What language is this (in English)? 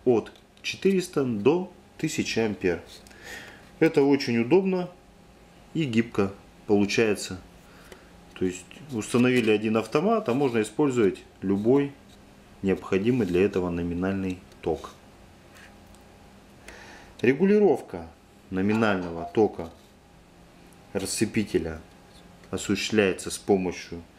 Russian